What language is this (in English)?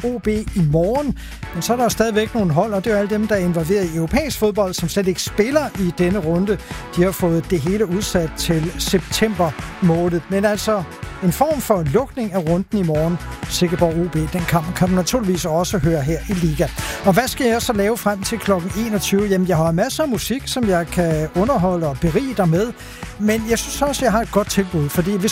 Danish